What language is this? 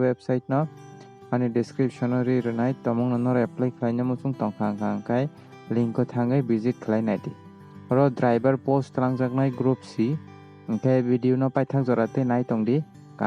Kok Borok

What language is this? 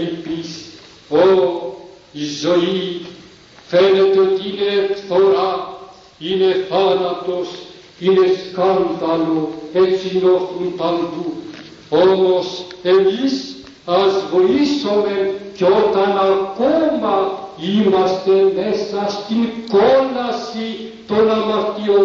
Greek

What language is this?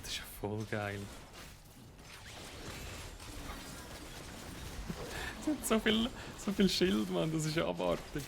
Swiss German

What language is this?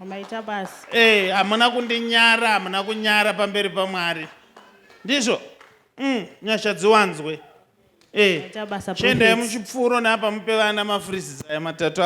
Shona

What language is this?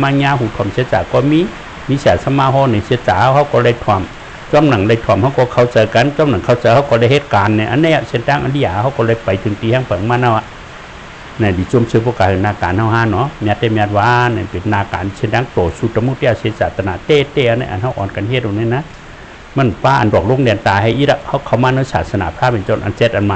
Shan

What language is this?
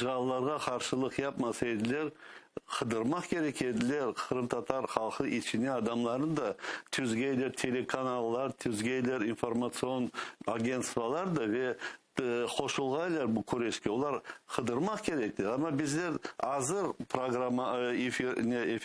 Crimean Tatar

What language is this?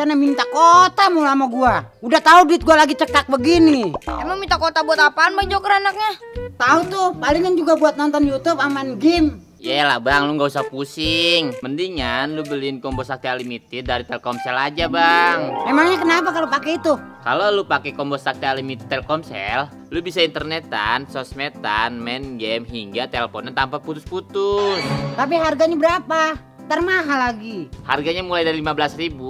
Betawi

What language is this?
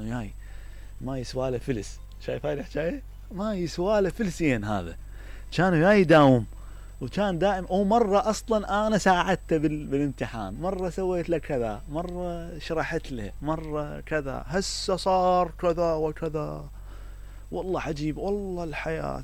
Mesopotamian Arabic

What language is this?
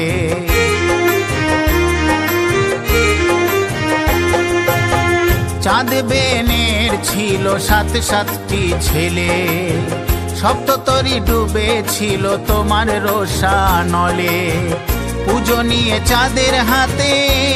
Bangla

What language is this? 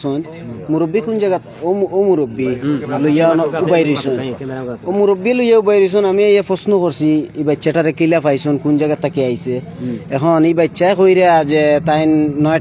Sylheti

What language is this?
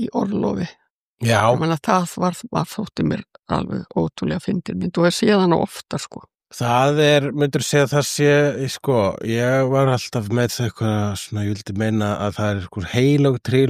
Icelandic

